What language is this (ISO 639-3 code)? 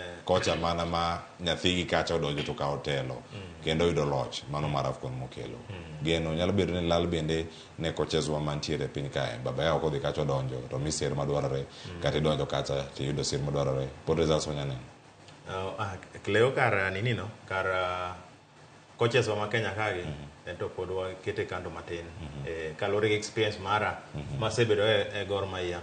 luo